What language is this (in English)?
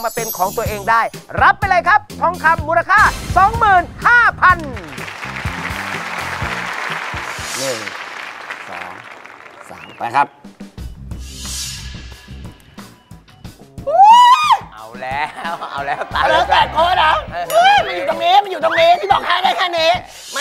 Thai